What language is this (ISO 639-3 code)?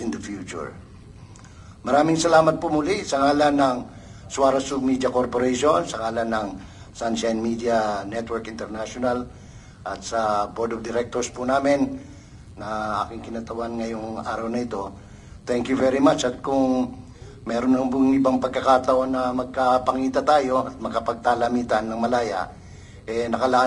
fil